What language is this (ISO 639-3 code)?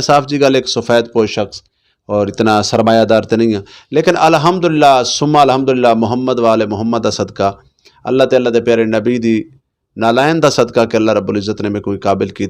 lah